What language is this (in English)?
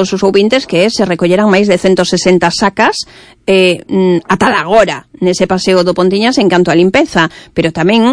Galician